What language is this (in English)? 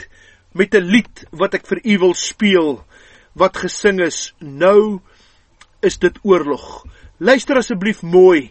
Afrikaans